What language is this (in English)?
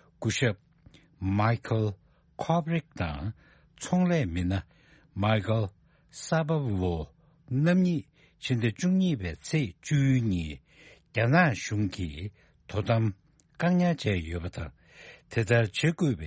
Tibetan